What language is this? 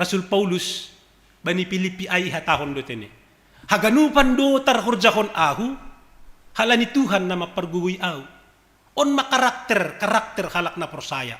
Batak Simalungun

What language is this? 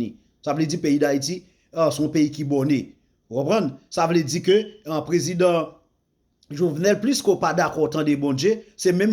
Haitian Creole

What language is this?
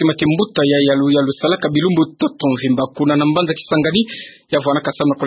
Kituba (Democratic Republic of Congo)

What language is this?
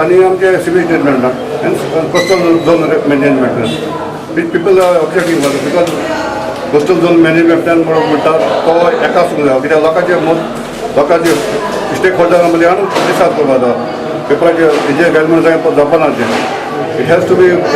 Konkani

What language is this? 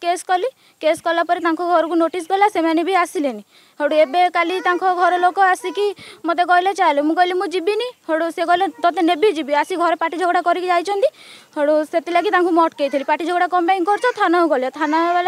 Odia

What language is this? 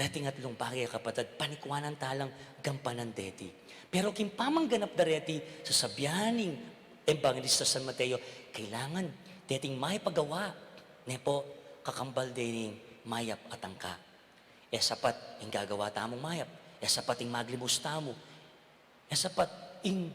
Pampanga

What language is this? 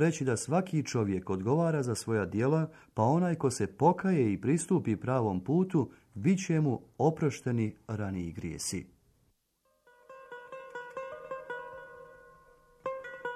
Bosnian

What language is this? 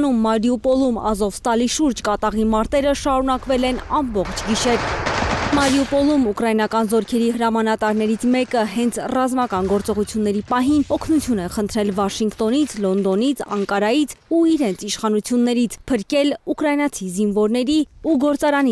Armenian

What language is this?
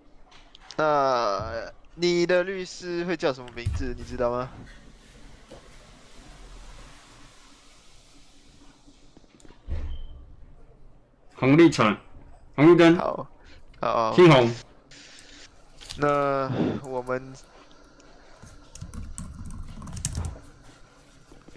Chinese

